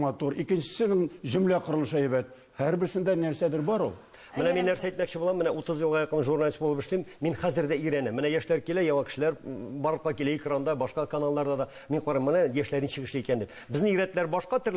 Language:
Tatar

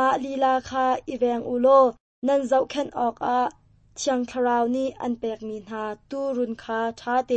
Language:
Hakha Chin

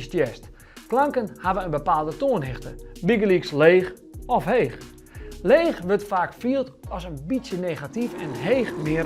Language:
Western Frisian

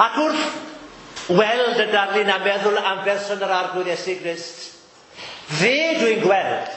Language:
Welsh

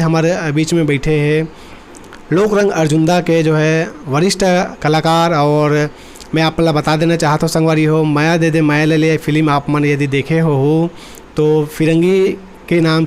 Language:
Chhattisgarhi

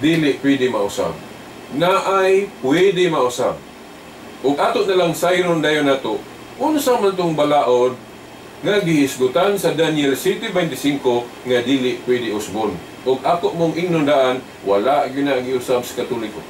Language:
Cebuano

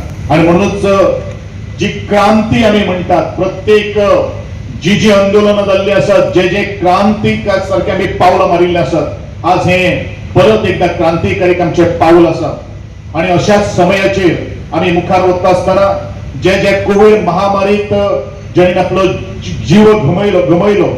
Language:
Konkani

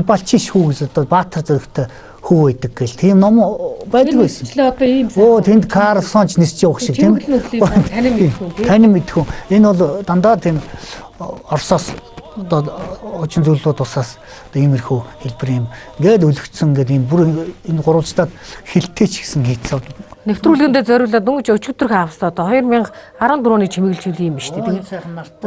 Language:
Mongolian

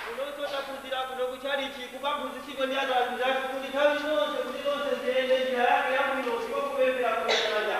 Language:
Nyanja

